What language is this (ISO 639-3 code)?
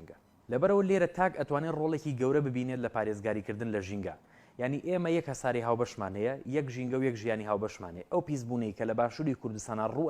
ckb